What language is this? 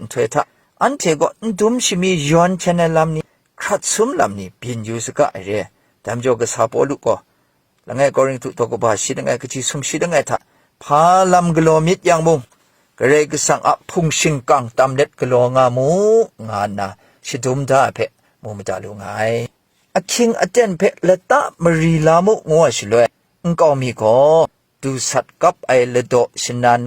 Kachin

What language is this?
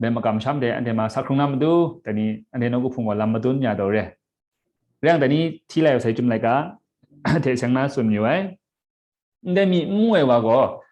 Kachin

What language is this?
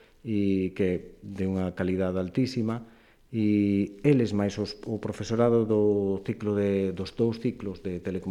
Galician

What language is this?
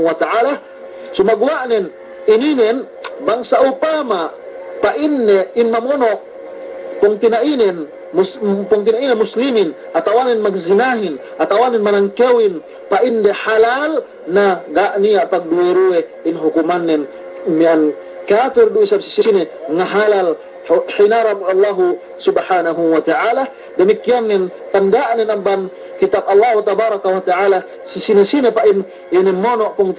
Yakan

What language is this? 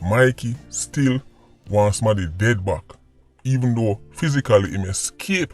Jamaican Creole English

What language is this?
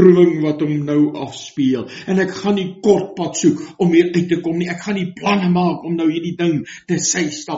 Afrikaans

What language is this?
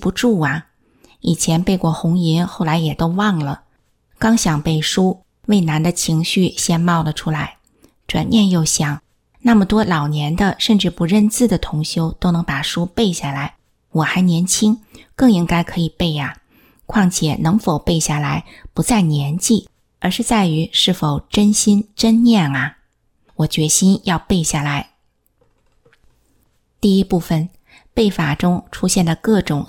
Chinese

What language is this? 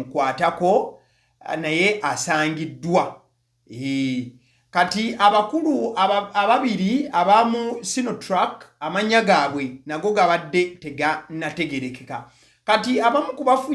Ganda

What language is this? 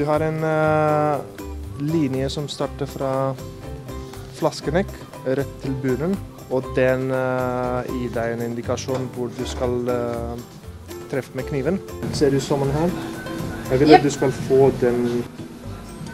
Norwegian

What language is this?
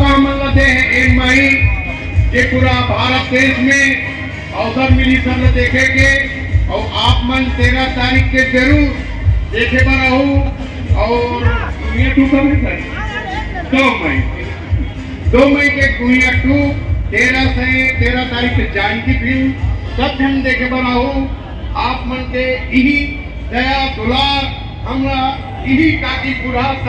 Chhattisgarhi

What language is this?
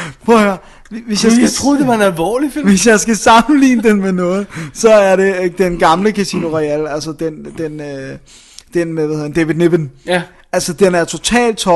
Danish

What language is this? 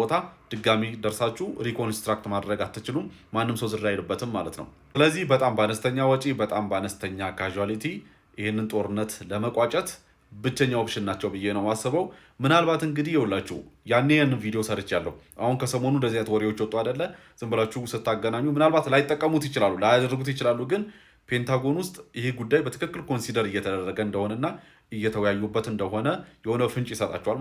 Amharic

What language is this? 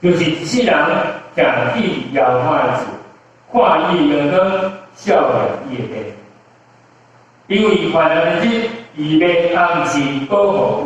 Min Nan Chinese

